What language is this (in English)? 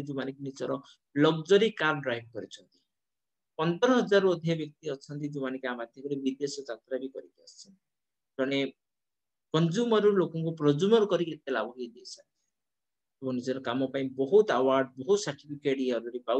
Odia